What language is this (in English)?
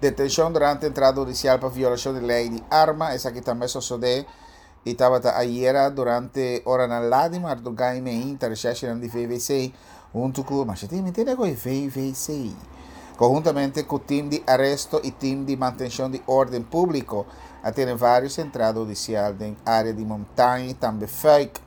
Papiamento